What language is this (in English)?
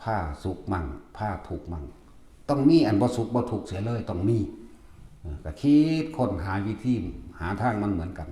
Northeastern Thai